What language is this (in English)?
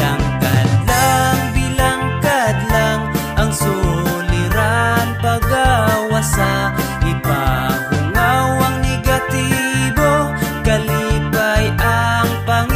Cebuano